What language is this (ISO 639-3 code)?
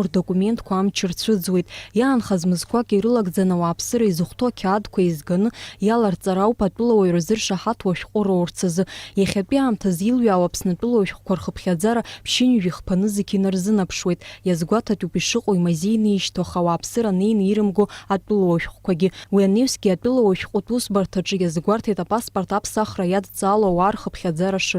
abk